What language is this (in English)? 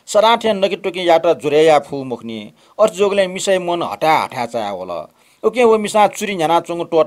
Newari